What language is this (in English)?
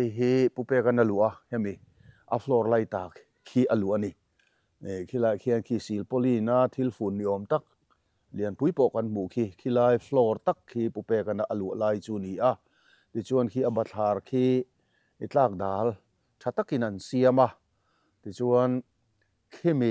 Mizo